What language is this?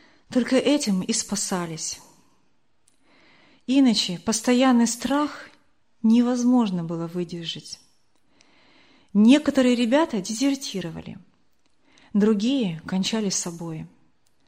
Russian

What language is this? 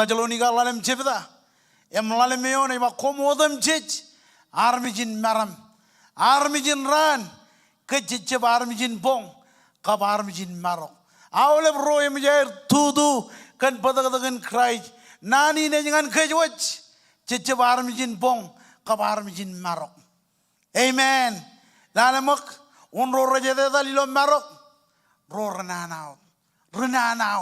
Marshallese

